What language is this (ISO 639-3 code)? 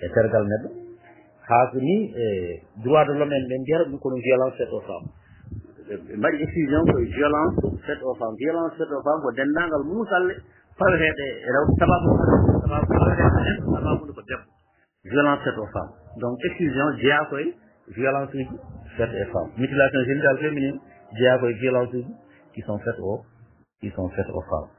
ful